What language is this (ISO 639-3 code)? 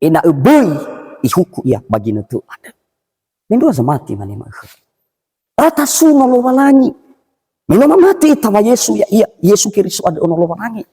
nia